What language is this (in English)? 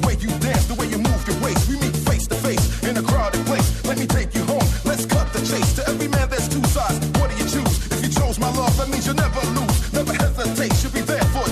Kara-Kalpak